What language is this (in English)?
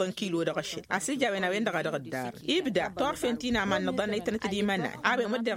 Tamasheq